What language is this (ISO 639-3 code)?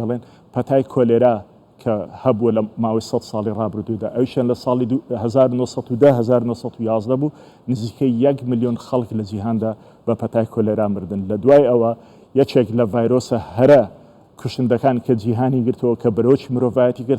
ckb